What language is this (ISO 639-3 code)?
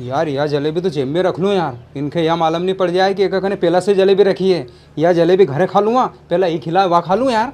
raj